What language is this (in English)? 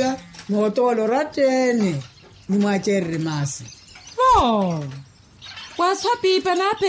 Makhuwa